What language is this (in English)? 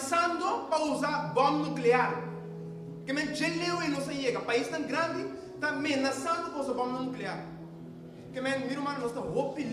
Papiamento